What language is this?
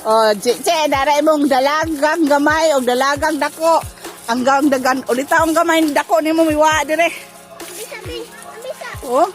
Cebuano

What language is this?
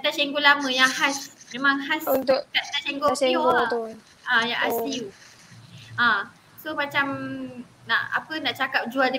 Malay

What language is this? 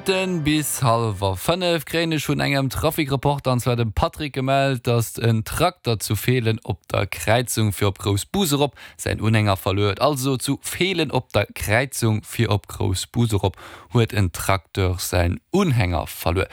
Luxembourgish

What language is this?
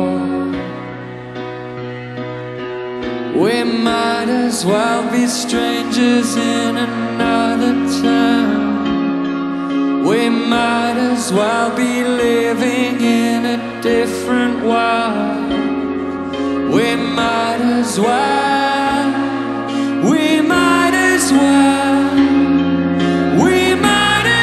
English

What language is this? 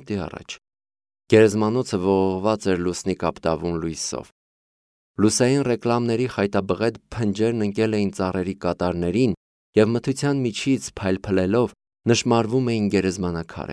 Armenian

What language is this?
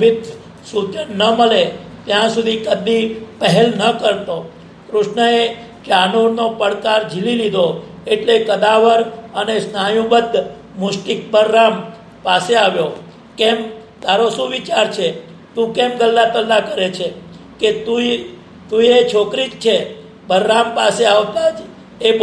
Gujarati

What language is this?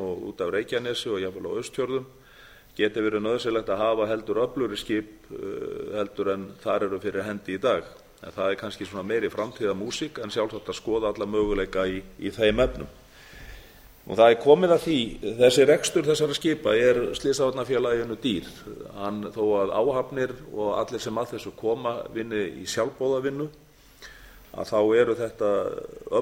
Icelandic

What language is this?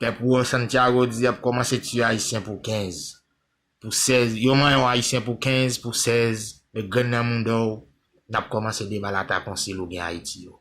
Haitian Creole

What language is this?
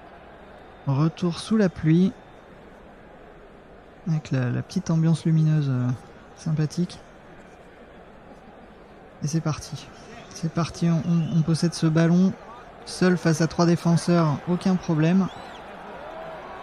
French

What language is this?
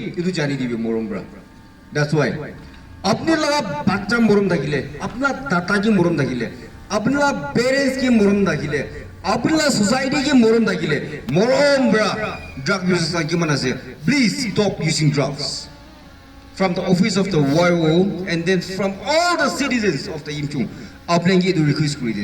Naga Pidgin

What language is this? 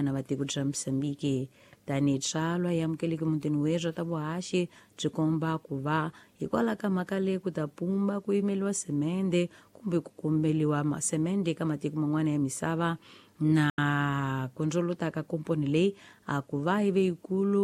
Tsonga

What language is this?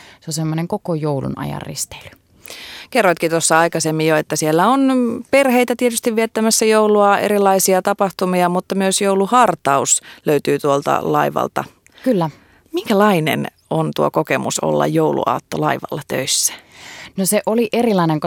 Finnish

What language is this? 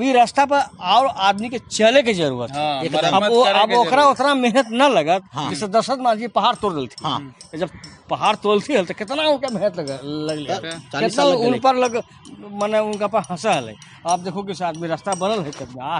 Magahi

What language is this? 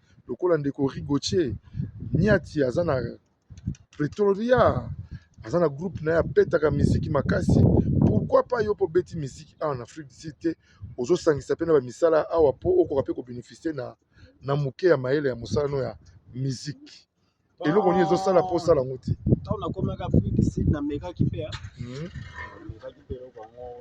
Lingala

